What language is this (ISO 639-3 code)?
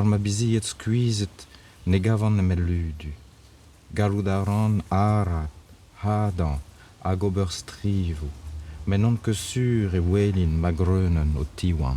bre